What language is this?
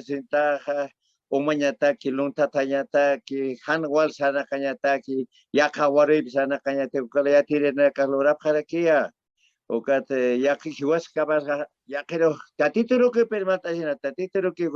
Aymara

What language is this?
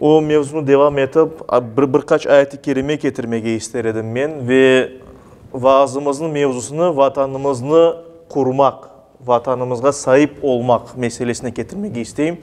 Crimean Tatar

